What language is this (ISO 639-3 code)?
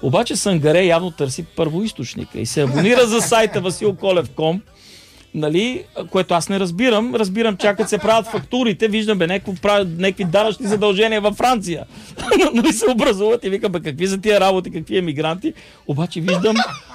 bul